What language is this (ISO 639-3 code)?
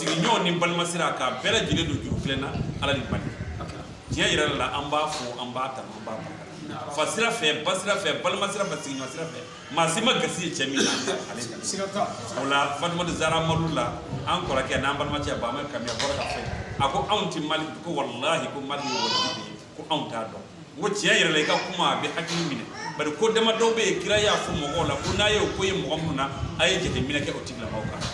bam